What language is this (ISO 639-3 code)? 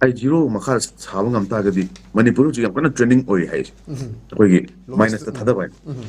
mni